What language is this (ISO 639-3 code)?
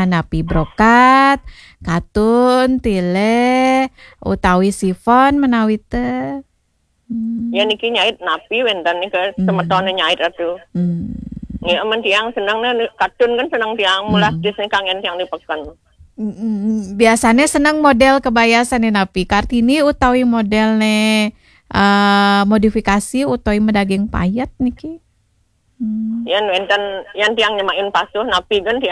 ban